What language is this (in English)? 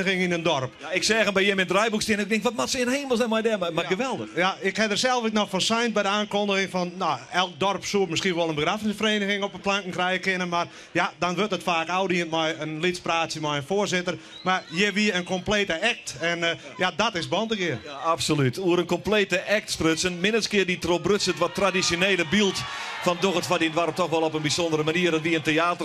Western Frisian